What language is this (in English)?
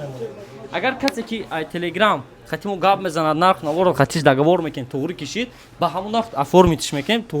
Tajik